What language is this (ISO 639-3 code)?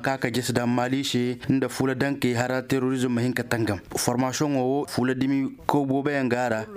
ses